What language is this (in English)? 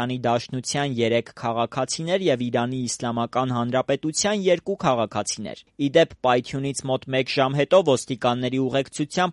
Armenian